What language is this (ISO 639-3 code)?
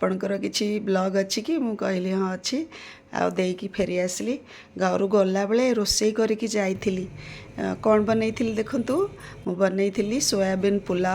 ori